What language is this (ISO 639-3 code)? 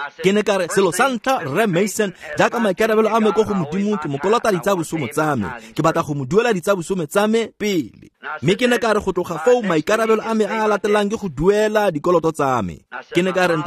tsn